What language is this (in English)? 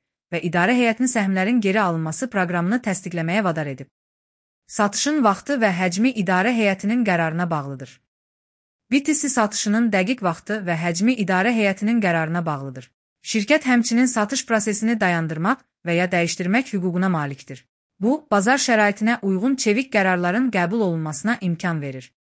Azerbaijani